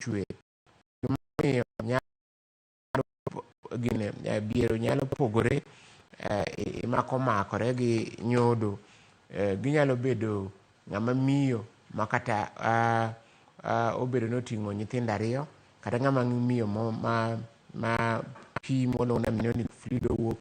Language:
Luo (Kenya and Tanzania)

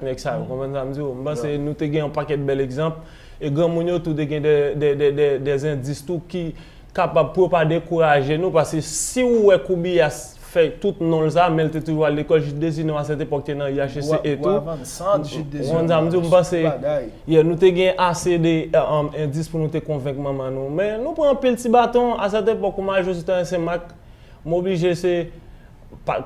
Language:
Haitian Creole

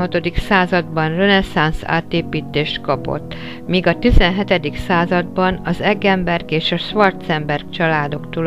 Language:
Hungarian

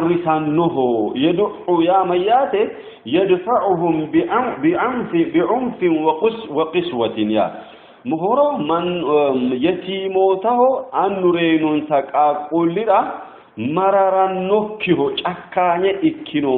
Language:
Sidamo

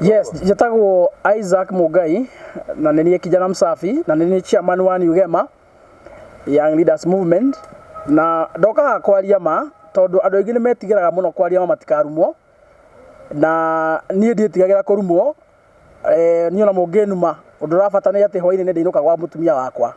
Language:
Kikuyu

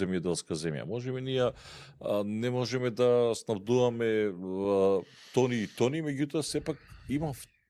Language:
Macedonian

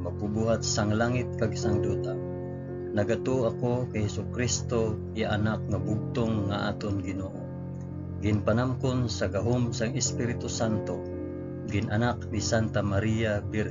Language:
Hiligaynon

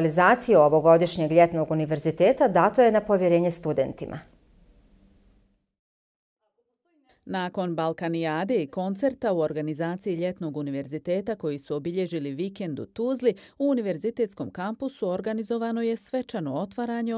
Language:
Bosnian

